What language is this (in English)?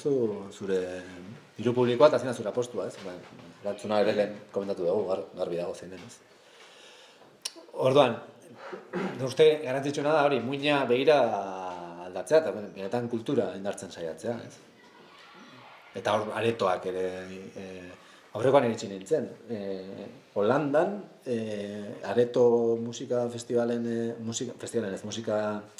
Basque